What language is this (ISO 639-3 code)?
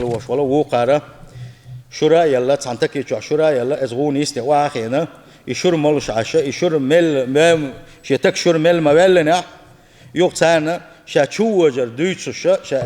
che